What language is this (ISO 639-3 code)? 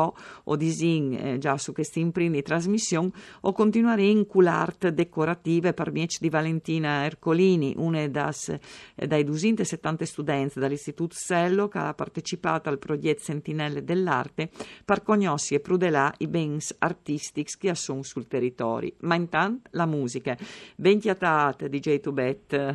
fur